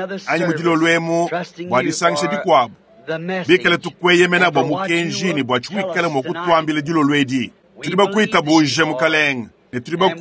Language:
Luba-Lulua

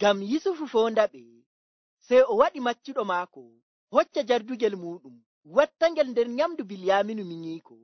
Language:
Nigerian Fulfulde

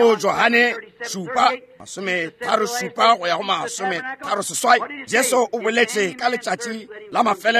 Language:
Northern Sotho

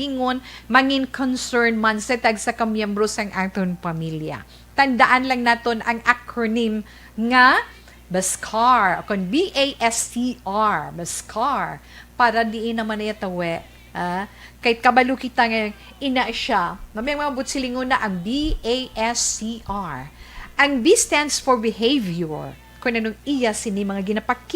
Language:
Hiligaynon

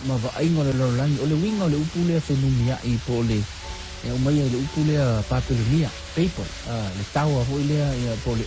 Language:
Samoan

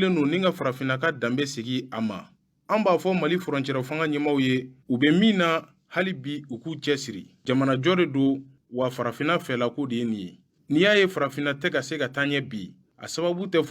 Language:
Bambara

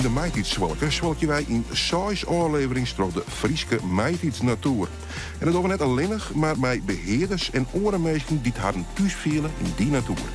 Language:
Western Frisian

